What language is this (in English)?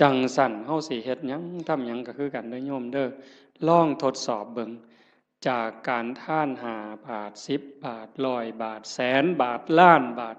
Northeastern Thai